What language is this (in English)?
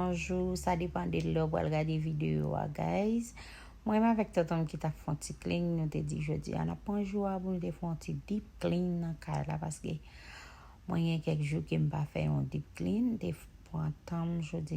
Haitian Creole